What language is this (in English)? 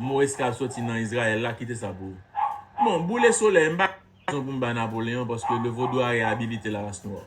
Haitian Creole